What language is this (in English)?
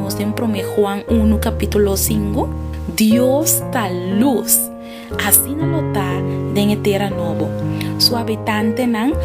Papiamento